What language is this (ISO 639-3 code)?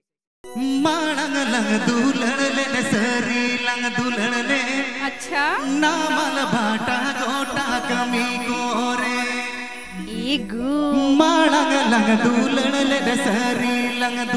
sat